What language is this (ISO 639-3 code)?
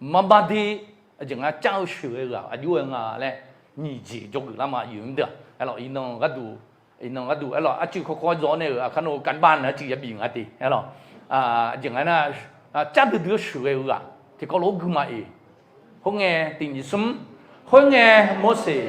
ahk